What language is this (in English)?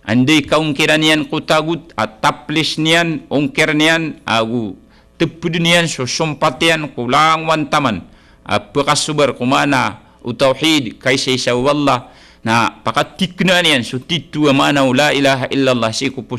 Maranao